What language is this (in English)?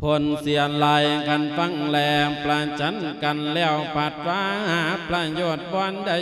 Lao